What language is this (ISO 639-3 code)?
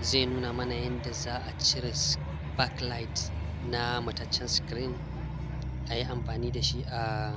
hau